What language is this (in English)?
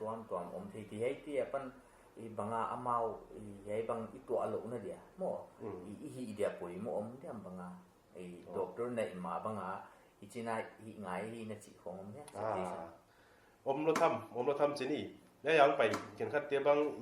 Paite Chin